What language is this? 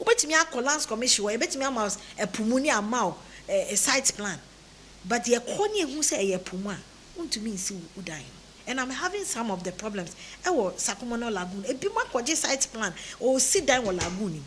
Akan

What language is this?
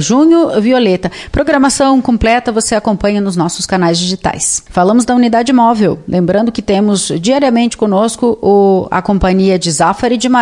Portuguese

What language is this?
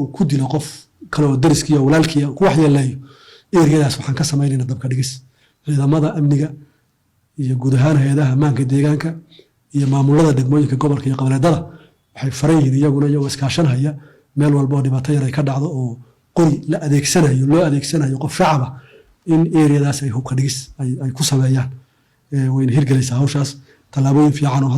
Somali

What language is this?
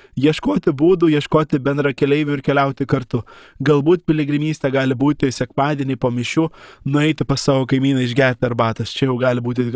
Lithuanian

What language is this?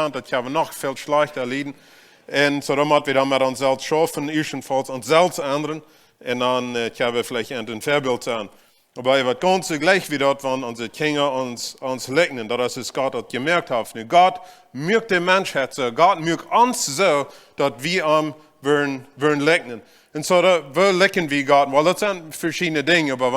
Plautdietsch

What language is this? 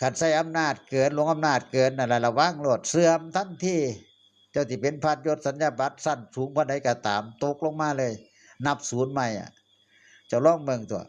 Northeastern Thai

